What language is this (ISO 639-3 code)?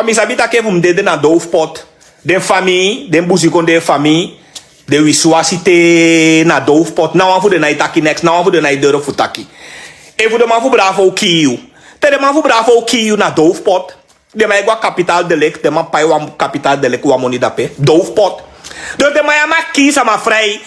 srn